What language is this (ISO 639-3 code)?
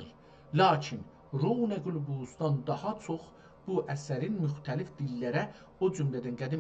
azb